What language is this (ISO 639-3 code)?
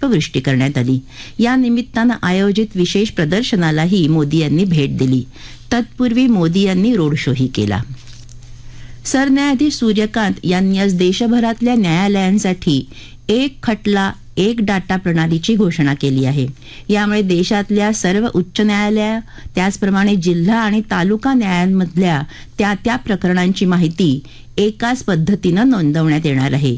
mar